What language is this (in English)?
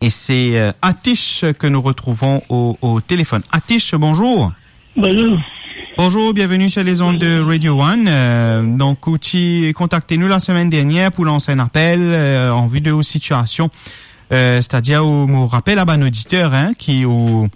Morisyen